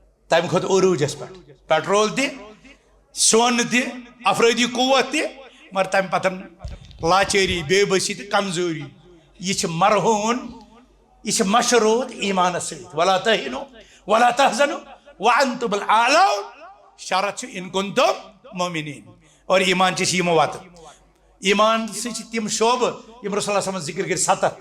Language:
Kashmiri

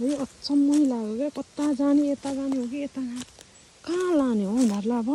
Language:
Nepali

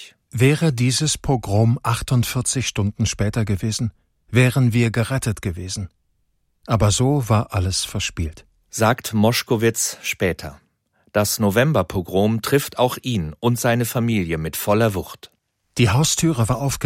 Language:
German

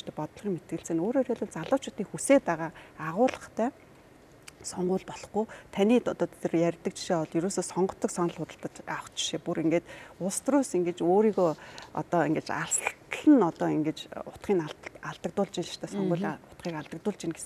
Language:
Mongolian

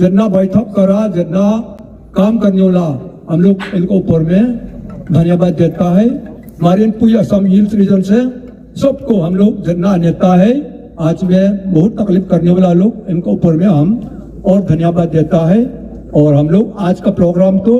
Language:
Hmar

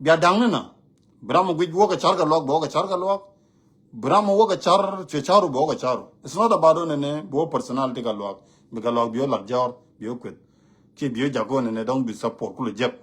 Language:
Nuer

